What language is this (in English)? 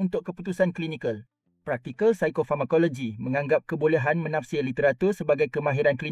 Malay